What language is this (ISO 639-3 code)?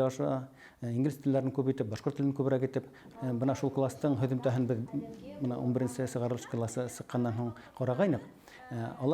bak